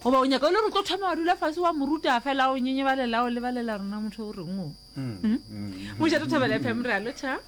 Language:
Northern Sotho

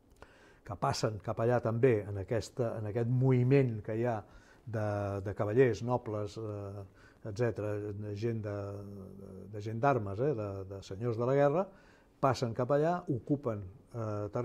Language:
Catalan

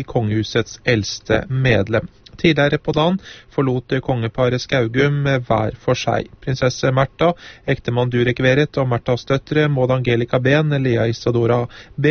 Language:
Norwegian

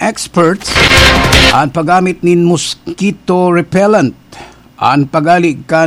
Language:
Bikol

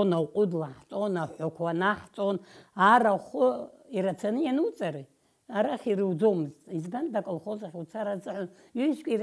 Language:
Abkhazian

